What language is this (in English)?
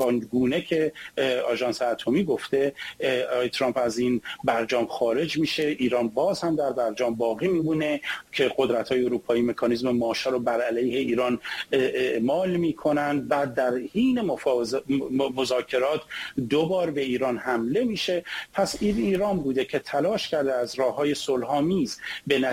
Persian